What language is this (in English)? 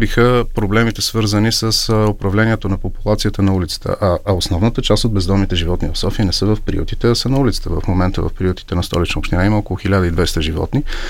Bulgarian